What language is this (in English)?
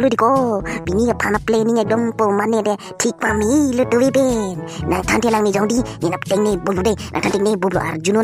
Karbi